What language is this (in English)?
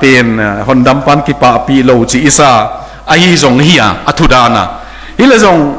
Tedim Chin